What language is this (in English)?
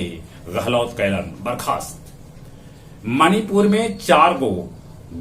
Magahi